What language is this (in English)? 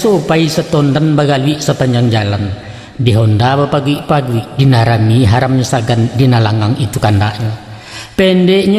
Minangkabau